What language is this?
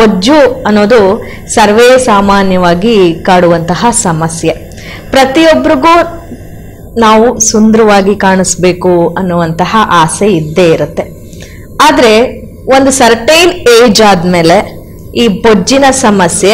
Kannada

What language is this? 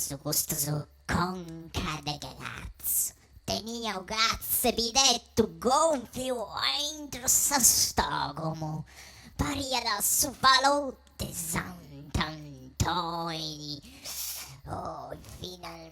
Sardinian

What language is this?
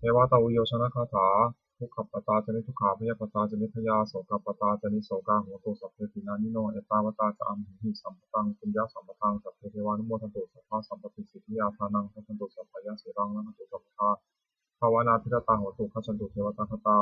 Pali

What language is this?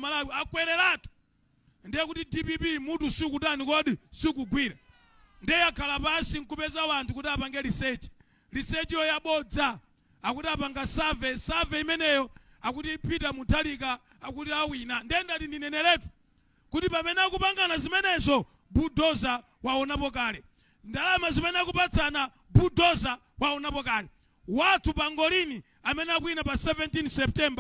Nyanja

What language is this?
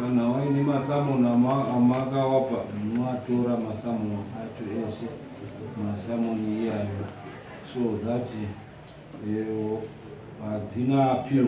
Shona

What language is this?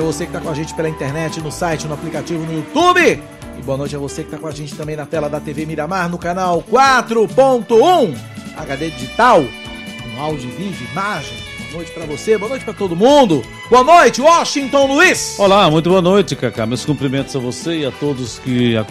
Portuguese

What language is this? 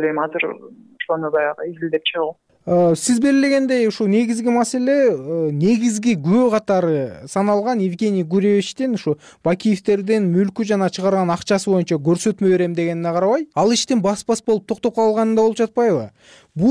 Kyrgyz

